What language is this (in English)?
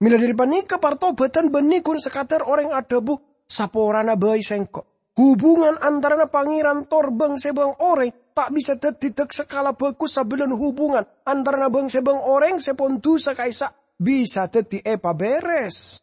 Madurese